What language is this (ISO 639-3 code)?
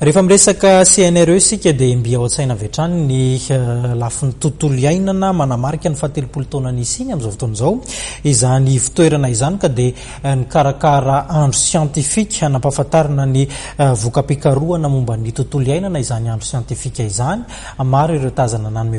mlg